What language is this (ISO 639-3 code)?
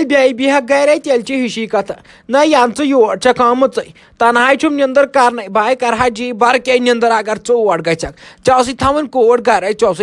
kas